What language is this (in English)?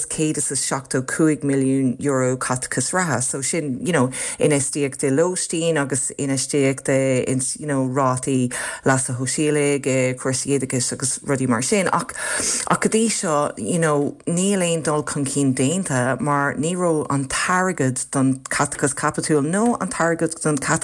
Irish